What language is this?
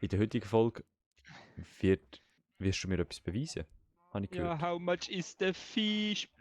Swiss German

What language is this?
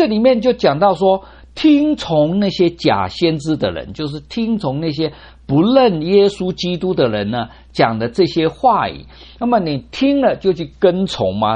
Chinese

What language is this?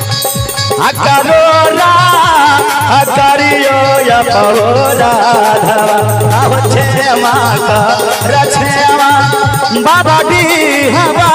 Maithili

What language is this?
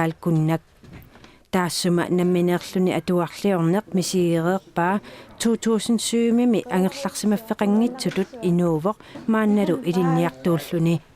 Kalaallisut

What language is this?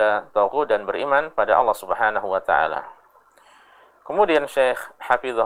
Indonesian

